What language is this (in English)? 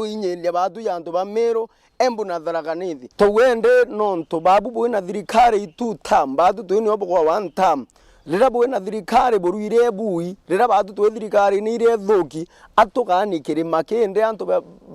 Meru